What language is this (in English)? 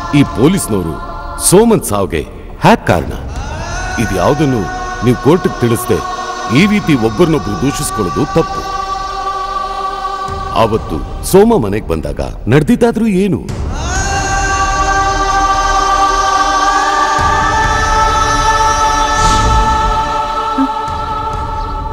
Kannada